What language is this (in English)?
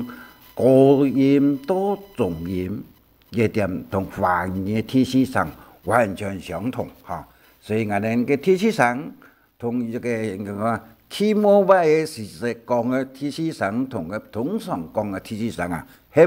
Hakka Chinese